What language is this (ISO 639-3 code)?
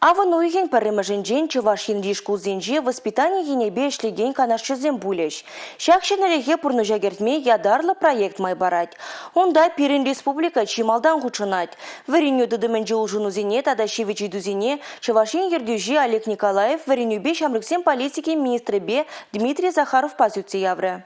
chv